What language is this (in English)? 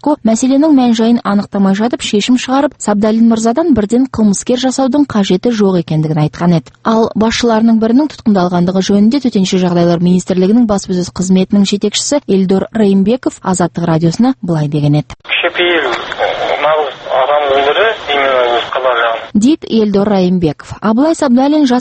Kazakh